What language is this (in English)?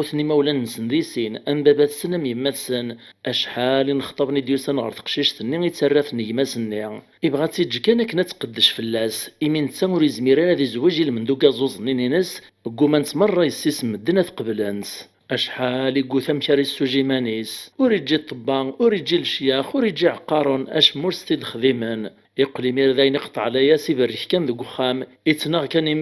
Kabyle